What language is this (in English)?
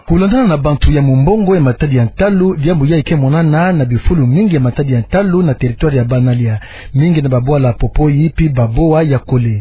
Kituba (Democratic Republic of Congo)